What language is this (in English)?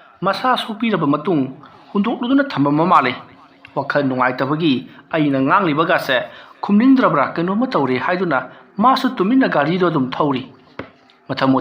Manipuri